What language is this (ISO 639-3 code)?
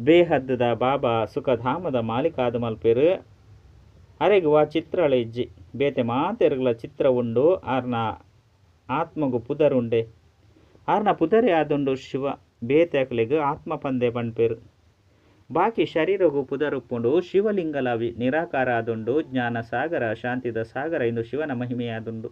tcy